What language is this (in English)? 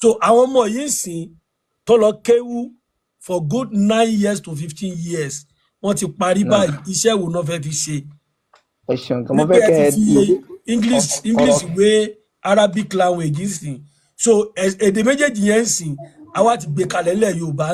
Yoruba